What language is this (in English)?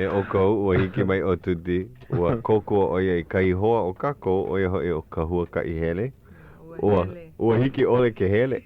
Hawaiian